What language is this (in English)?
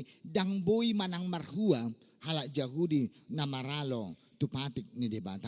Batak Toba